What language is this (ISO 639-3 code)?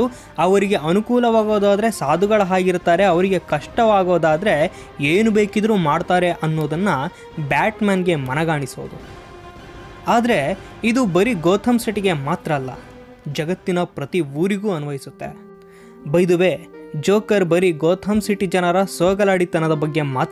kan